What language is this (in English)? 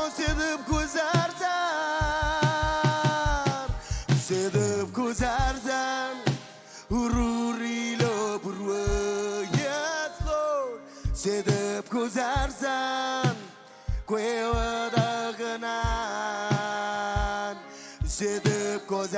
Marshallese